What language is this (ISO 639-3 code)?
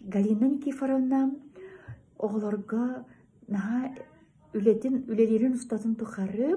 sah